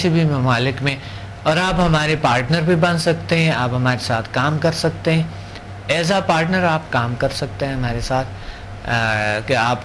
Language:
Urdu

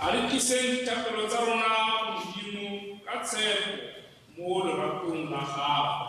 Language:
Tswana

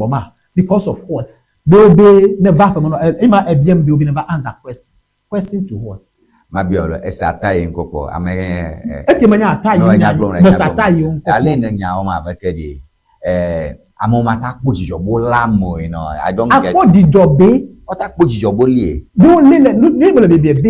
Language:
Ewe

